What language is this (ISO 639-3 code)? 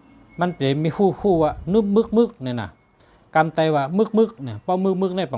shn